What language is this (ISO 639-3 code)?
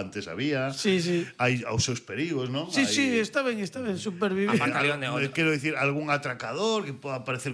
glg